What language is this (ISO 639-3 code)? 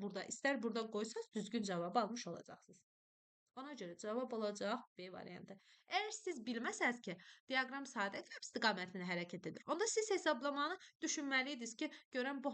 aze